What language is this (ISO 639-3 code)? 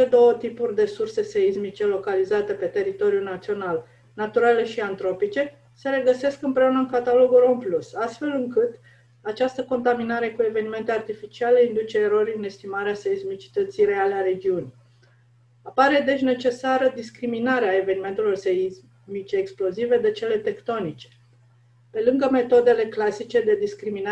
ron